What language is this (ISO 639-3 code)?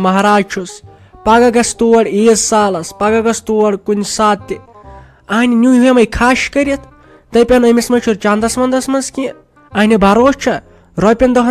kas